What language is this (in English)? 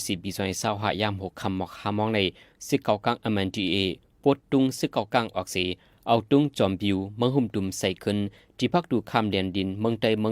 Shan